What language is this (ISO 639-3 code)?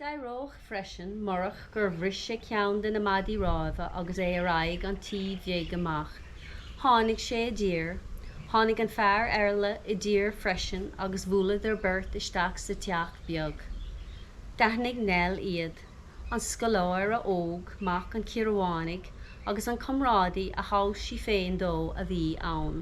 gle